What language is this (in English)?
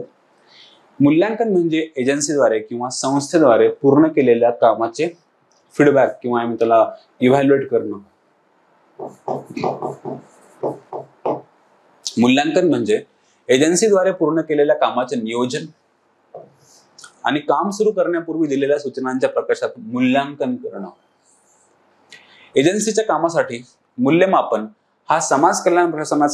Marathi